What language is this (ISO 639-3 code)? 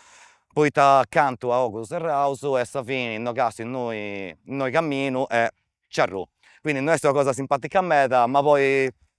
srd